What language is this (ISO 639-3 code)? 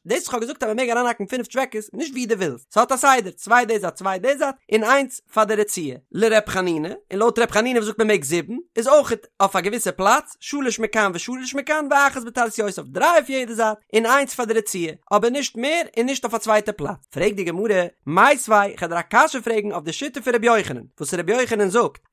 yid